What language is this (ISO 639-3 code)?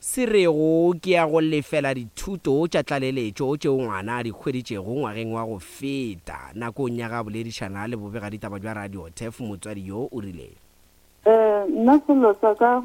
nso